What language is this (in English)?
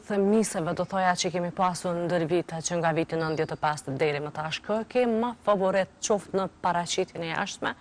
Albanian